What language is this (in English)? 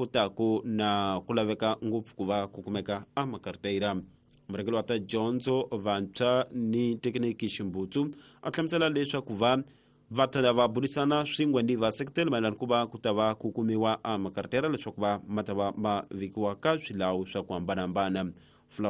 Tsonga